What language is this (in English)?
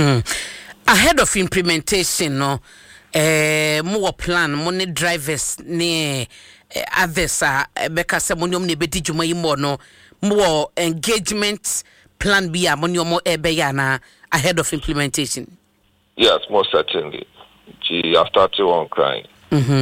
Akan